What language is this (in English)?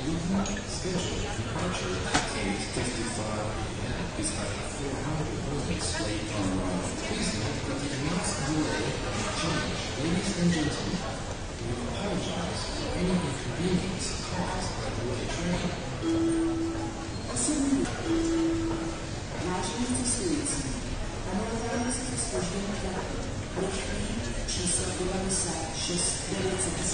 Czech